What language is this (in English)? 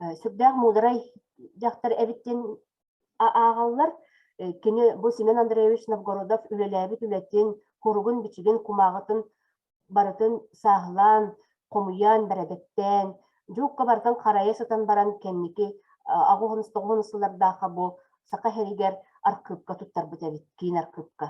Yakut